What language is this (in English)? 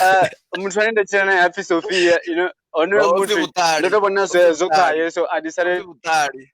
Venda